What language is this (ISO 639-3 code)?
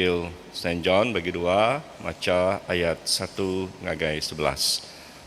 iba